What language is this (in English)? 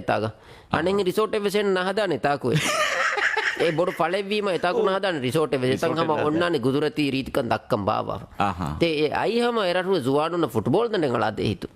Divehi